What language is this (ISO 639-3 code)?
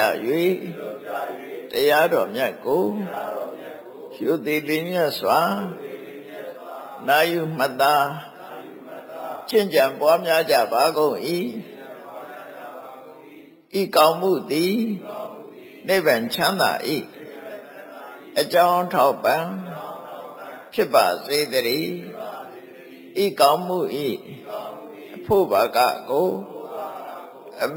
mya